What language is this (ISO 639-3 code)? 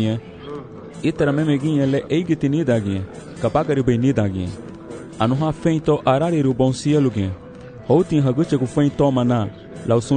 cab